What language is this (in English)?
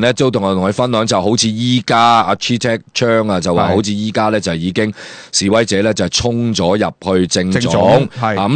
Cantonese